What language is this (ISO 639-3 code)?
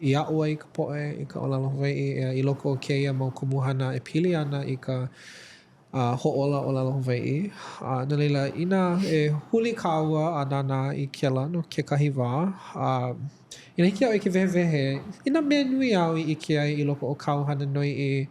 haw